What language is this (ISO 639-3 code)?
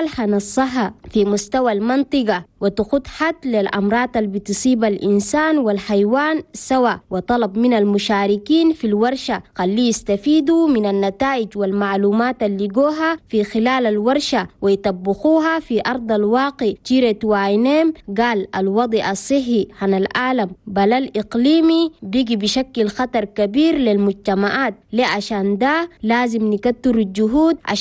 shu